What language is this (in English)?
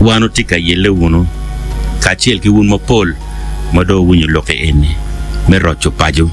Acoli